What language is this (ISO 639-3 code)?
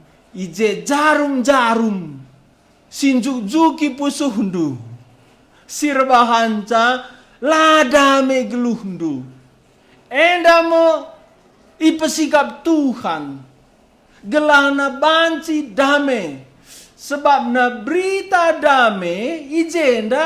btx